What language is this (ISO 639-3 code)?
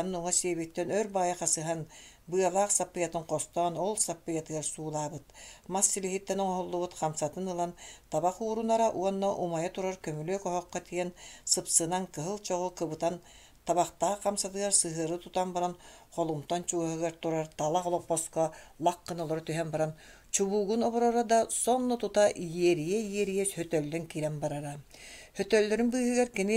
sah